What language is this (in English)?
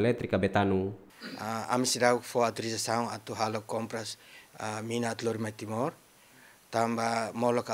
Tetum